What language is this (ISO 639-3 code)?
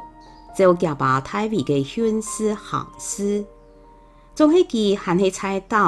hak